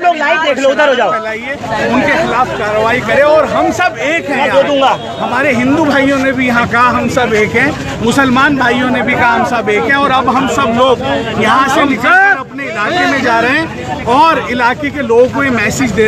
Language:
Hindi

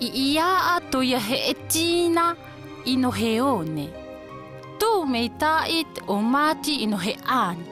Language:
South Marquesan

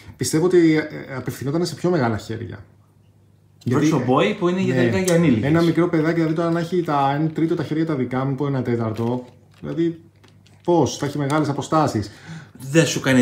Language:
Greek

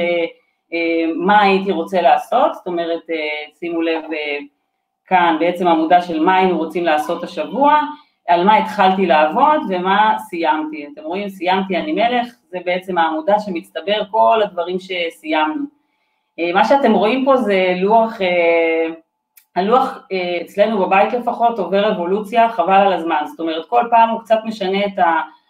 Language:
Hebrew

